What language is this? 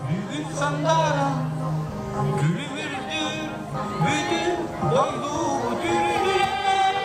Yakut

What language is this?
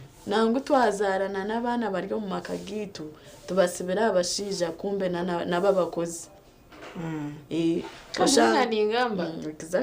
Nyankole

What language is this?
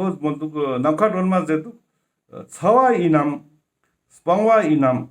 Ladakhi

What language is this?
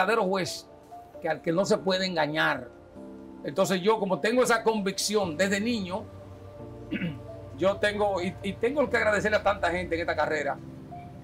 Spanish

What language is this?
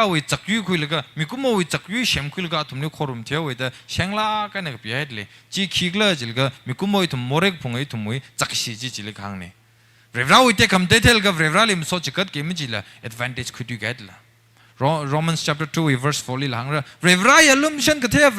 Tangkhul Naga (India)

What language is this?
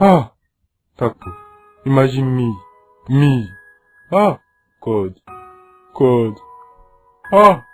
Nigerian Pidgin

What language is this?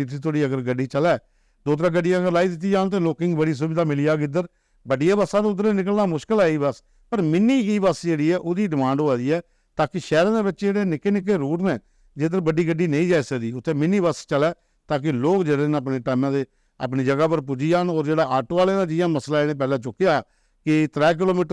Dogri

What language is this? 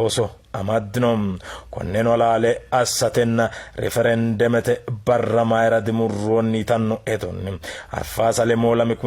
Sidamo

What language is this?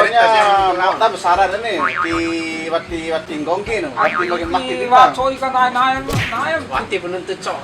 Bima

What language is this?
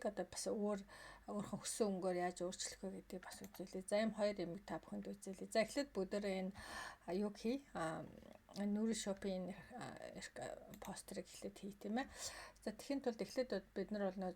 Mongolian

